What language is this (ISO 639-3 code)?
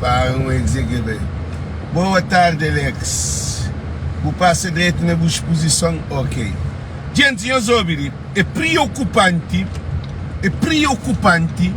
kea